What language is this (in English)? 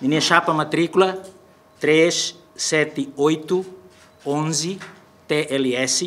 Tetum